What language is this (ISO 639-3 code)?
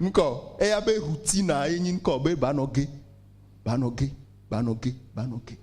ewe